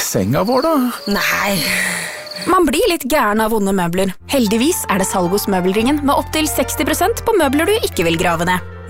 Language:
Norwegian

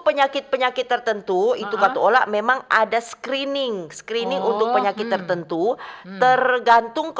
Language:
Manado Malay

